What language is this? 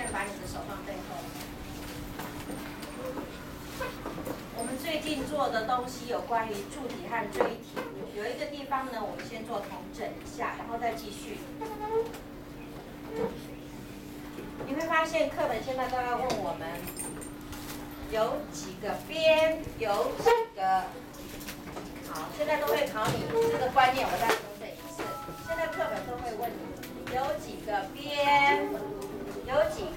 Chinese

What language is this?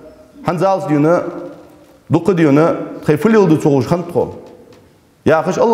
Ingush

